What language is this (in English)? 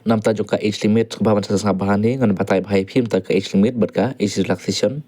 Khasi